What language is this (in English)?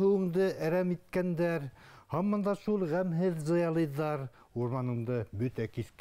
Bashkir